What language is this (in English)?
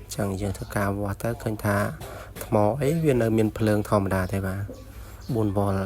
Khmer